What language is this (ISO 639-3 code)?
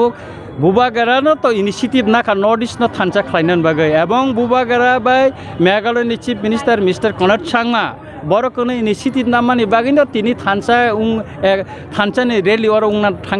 trp